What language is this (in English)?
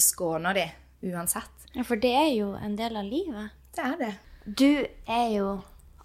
Norwegian